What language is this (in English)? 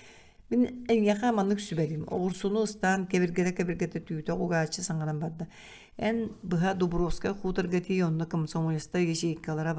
Yakut